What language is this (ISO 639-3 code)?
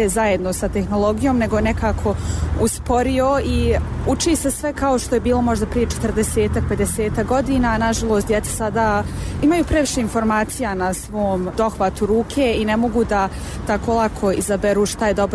bos